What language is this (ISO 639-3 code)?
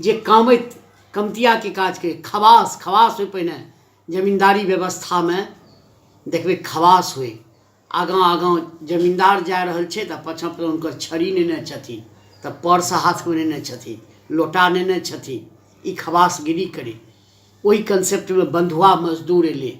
mai